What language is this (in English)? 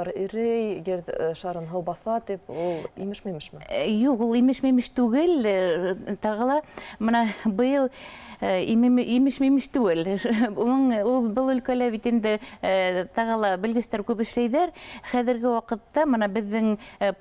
Bashkir